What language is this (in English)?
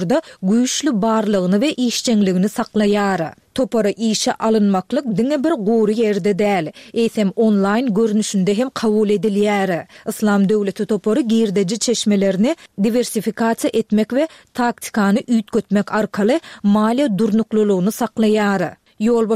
Turkmen